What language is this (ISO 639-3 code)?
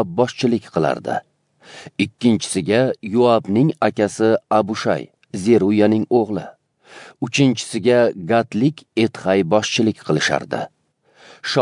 uzb